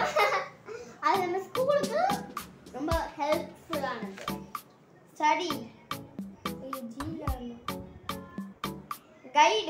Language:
Tamil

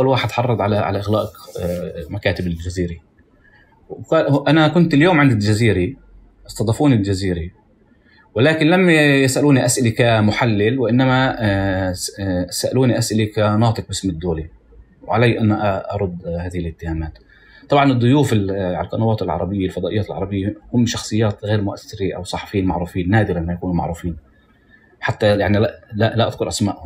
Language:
North Levantine Arabic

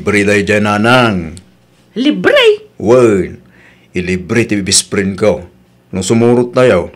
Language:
Iloko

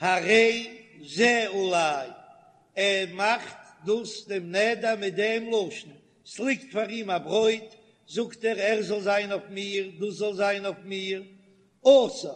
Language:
Yiddish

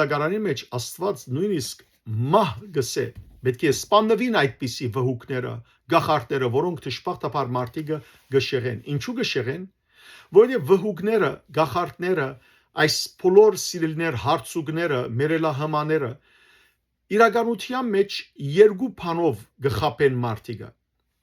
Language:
Western Armenian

